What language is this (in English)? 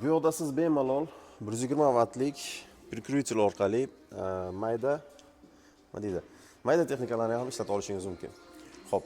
Uzbek